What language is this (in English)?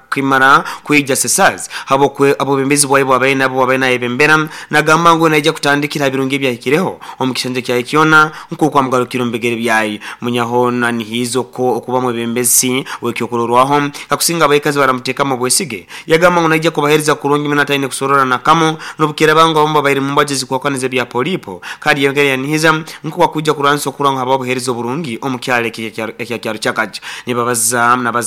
Nyoro